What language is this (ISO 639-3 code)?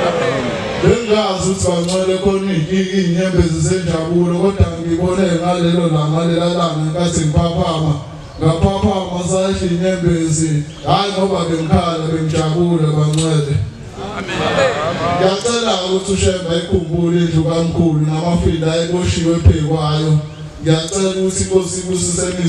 zul